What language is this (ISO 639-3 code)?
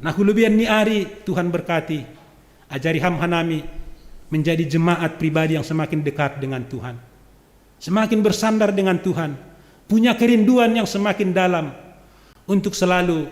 bts